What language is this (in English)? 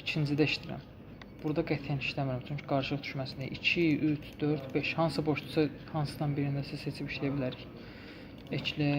Azerbaijani